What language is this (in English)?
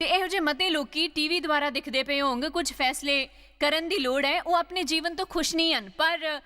Dogri